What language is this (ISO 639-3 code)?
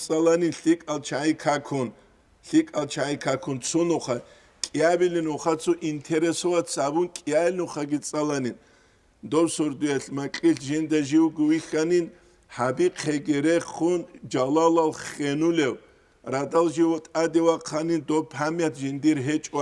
ava